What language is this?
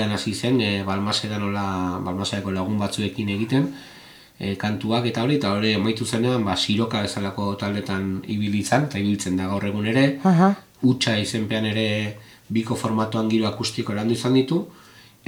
Basque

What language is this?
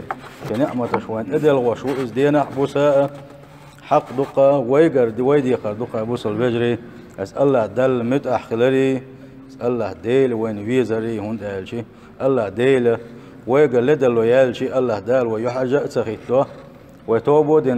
Chechen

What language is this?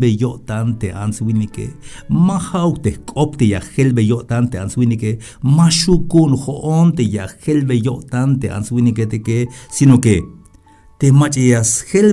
Tzeltal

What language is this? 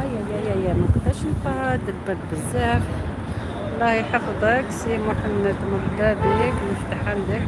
Algerian Arabic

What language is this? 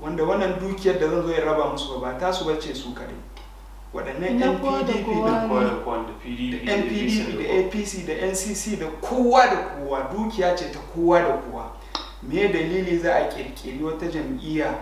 Hausa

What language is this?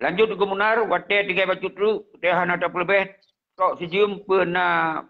Achinese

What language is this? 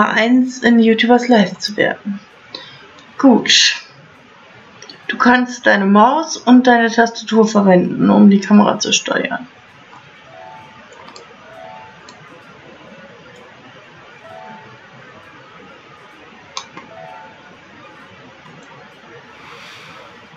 German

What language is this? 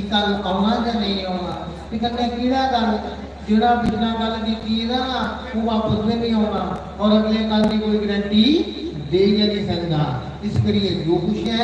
Dogri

